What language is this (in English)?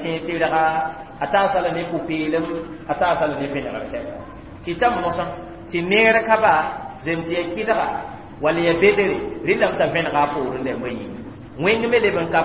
Mossi